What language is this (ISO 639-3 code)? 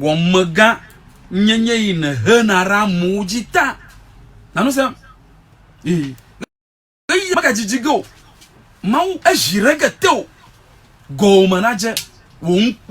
ewe